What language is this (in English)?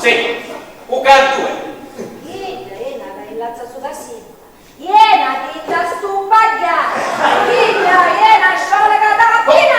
Sicilian